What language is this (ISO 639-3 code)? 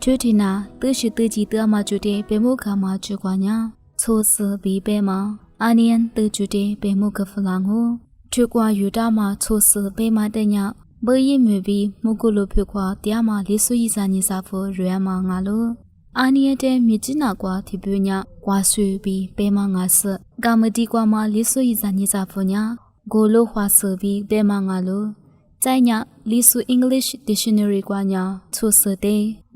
lis